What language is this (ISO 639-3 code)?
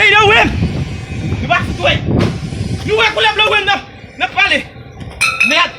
hat